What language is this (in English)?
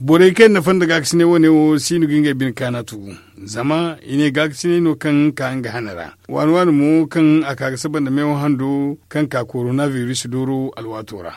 Zarma